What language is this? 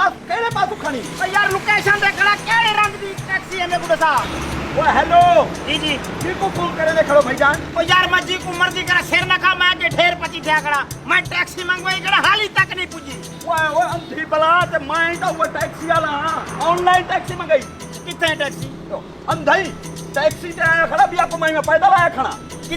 Saraiki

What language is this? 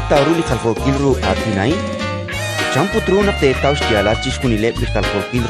Kekchí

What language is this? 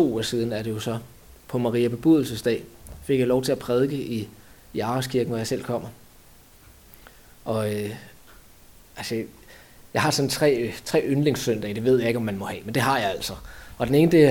Danish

